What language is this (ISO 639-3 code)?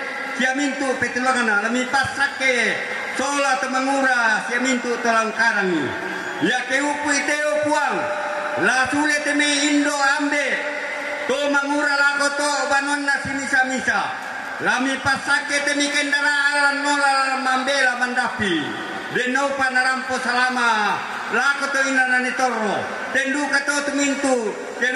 sda